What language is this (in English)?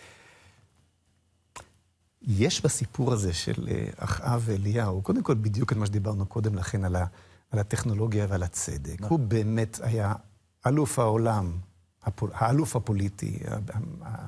Hebrew